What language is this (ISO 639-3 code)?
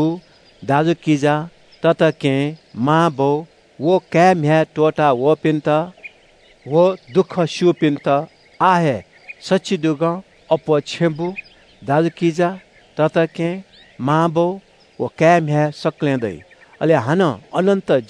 new